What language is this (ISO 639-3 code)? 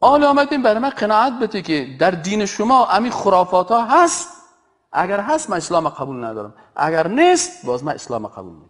fas